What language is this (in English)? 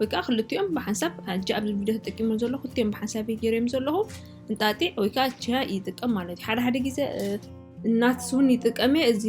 Tigrinya